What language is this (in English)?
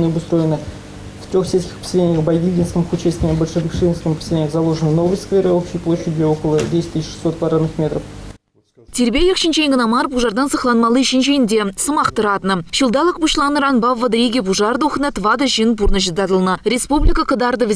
Chuvash